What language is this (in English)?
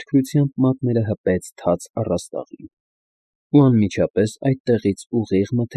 Armenian